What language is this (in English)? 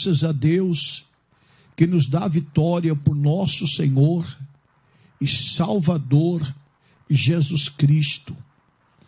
Portuguese